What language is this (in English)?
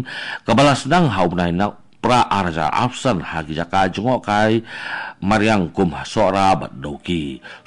Khasi